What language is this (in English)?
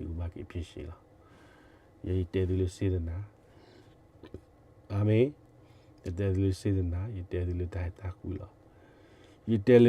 S'gaw Karen